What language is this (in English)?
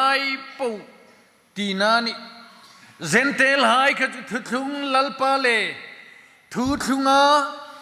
Hmar